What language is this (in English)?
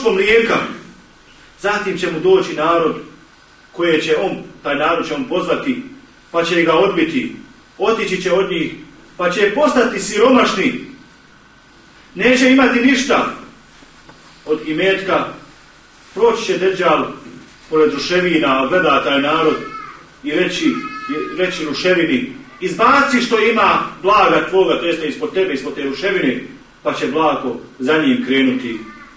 Bosnian